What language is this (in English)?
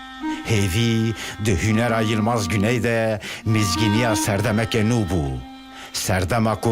Kurdish